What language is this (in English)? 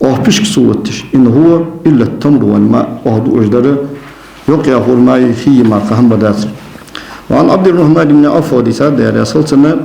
Ingush